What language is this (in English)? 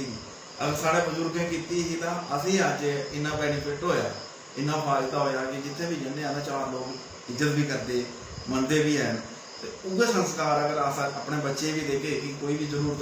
Dogri